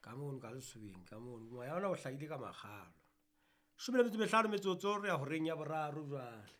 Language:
Southern Sotho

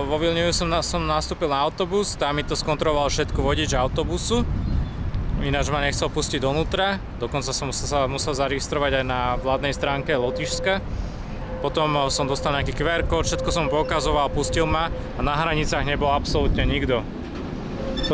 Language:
Slovak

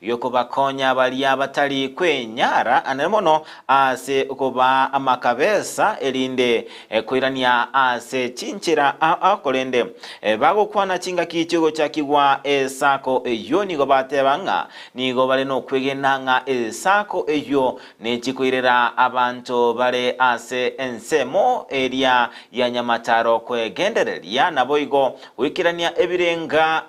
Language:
Gusii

